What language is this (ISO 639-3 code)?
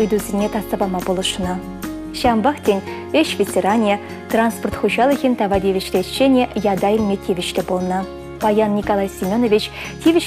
chv